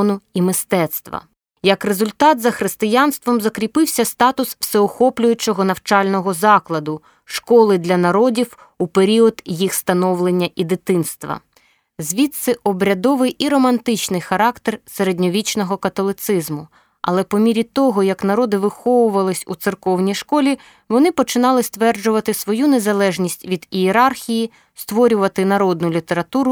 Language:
Ukrainian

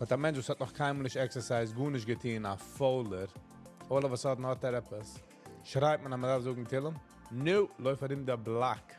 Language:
Yiddish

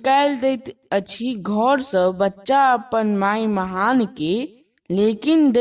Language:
Maithili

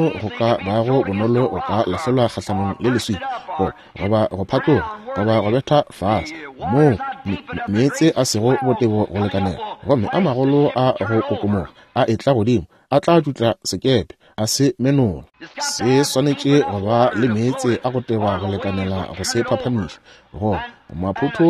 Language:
Northern Sotho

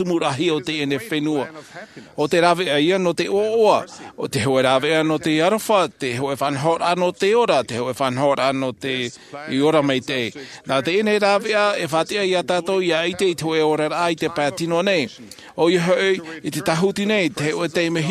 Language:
Tahitian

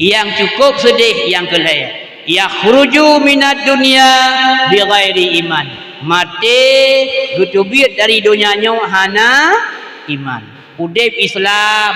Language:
Achinese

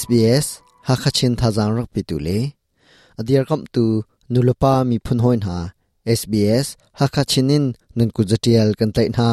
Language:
Hakha Chin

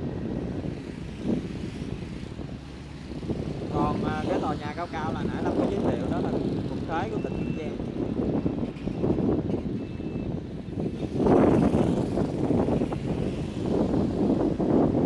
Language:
Vietnamese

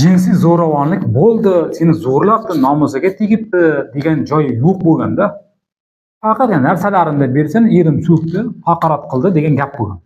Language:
Uzbek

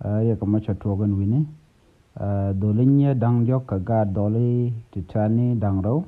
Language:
Nuer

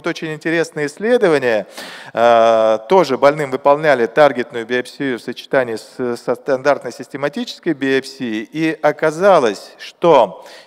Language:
Russian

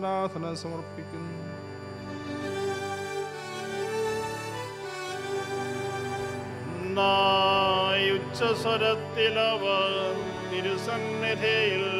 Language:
Malayalam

